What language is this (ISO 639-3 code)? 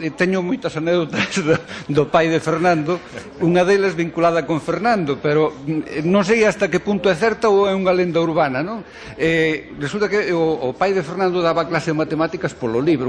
glg